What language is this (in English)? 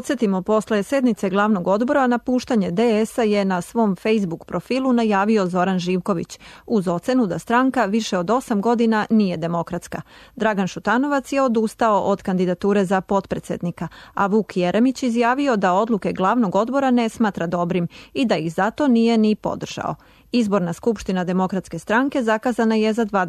Serbian